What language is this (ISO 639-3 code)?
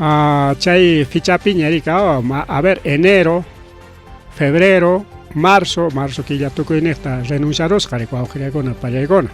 quy